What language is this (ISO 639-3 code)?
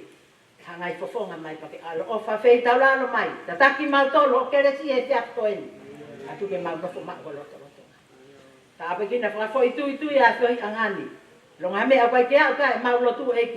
ton